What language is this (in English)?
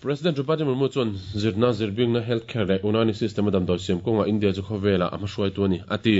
Mizo